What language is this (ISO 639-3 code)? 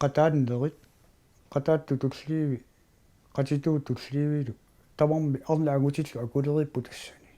kal